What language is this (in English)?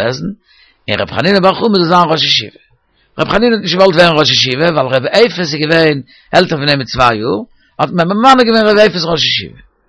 Yiddish